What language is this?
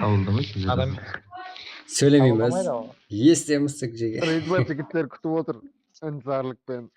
Kara-Kalpak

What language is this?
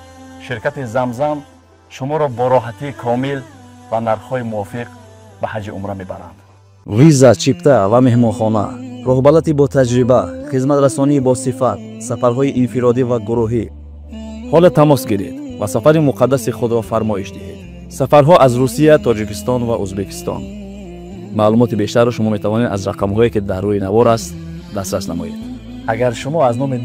Tajik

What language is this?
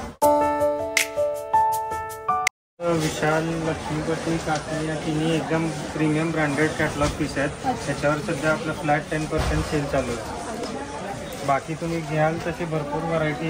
Marathi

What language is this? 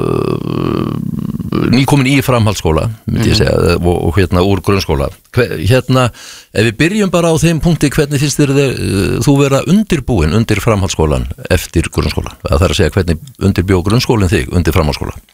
Icelandic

